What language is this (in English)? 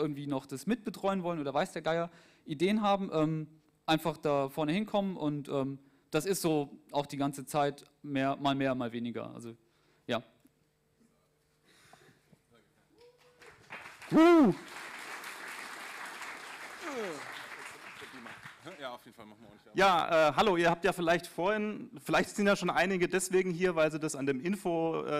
German